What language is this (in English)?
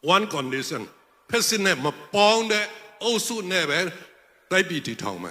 Tedim Chin